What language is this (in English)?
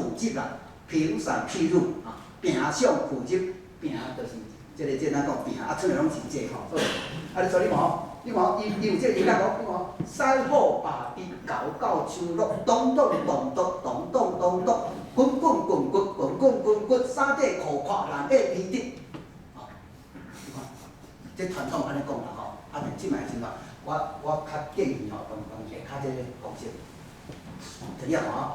Min Nan Chinese